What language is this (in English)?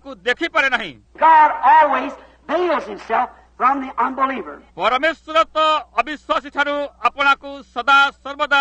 Odia